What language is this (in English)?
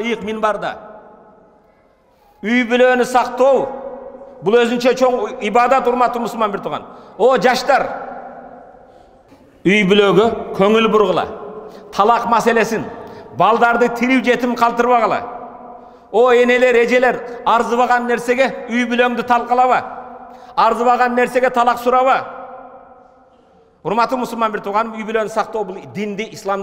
Kyrgyz